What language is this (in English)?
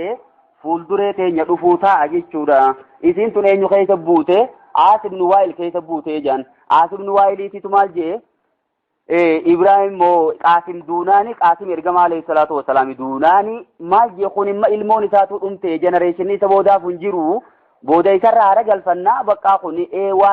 Oromo